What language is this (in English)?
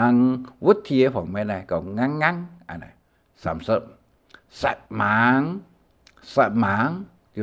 Hakka Chinese